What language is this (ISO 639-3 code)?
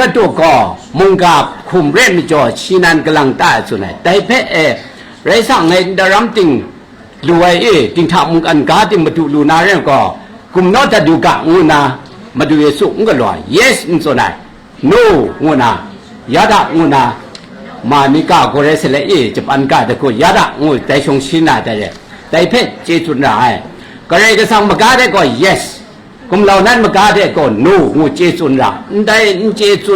kac